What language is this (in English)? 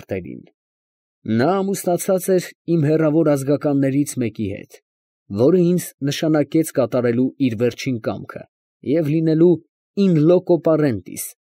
Armenian